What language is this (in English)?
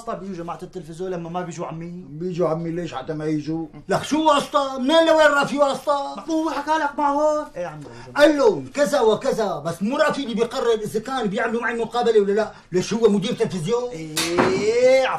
North Levantine Arabic